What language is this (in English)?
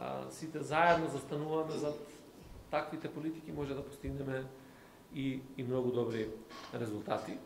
Macedonian